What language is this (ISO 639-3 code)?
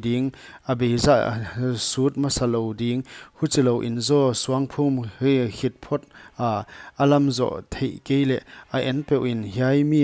pck